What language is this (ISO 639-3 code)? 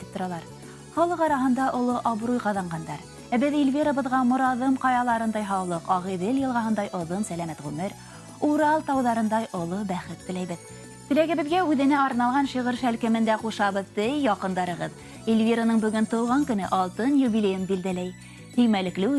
bak